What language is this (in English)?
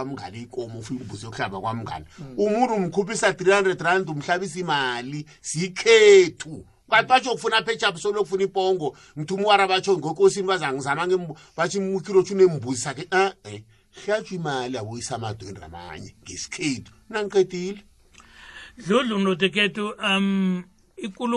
South Ndebele